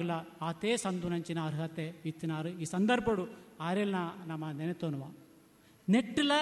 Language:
Tulu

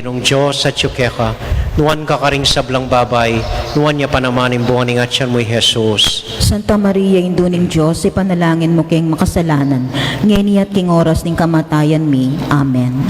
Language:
Pampanga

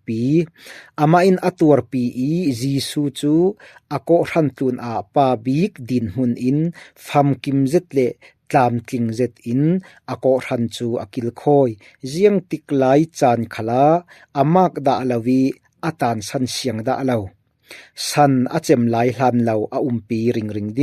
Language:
Falam Chin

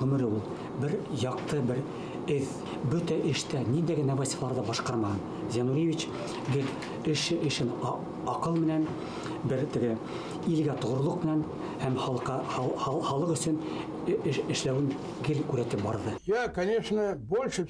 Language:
Bashkir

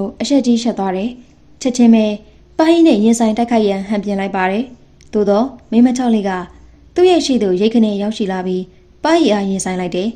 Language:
Burmese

